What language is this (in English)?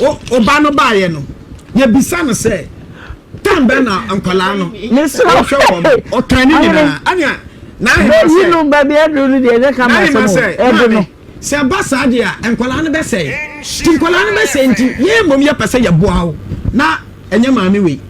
Akan